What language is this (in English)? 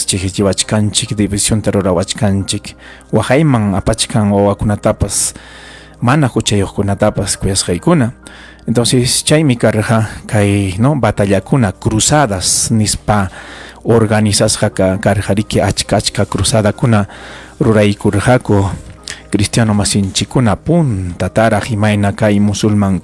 Ayacucho Quechua